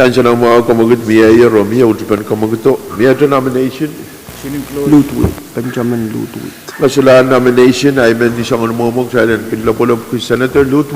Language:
Pohnpeian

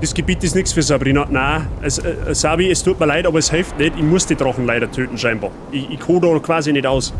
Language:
Bavarian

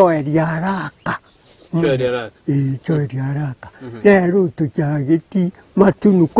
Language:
Gusii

